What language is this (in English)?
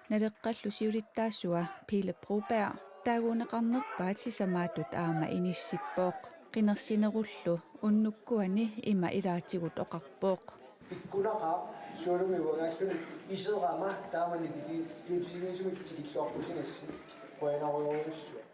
Kalaallisut